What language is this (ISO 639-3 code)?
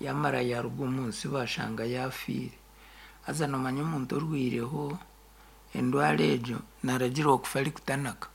nyn